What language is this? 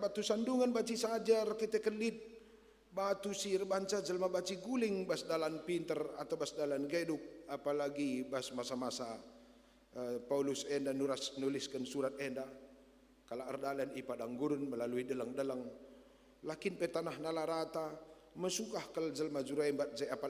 Batak Karo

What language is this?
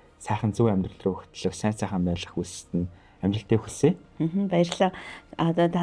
Mongolian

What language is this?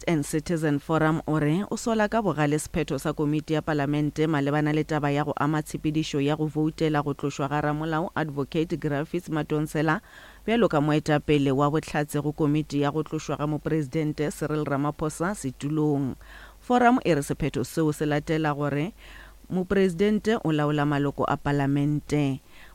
Northern Sotho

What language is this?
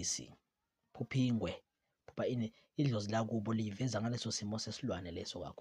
Zulu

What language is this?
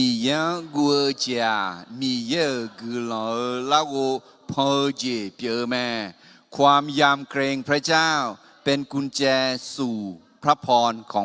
Akha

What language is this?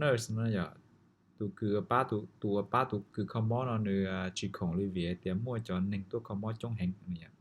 Hmong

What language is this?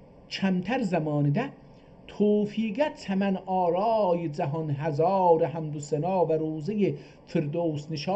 South Azerbaijani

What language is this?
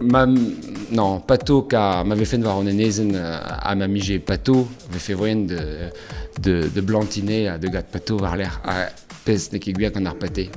Breton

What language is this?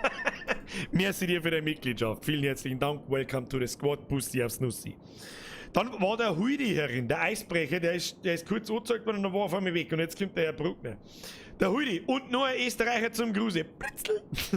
Bavarian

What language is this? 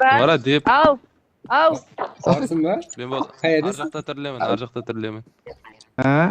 Kara-Kalpak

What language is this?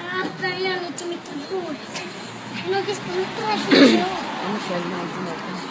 Neapolitan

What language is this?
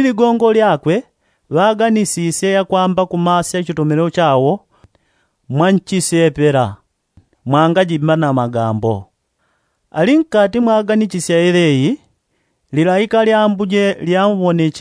Yao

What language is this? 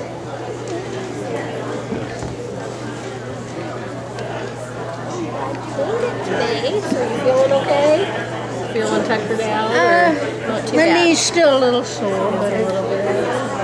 English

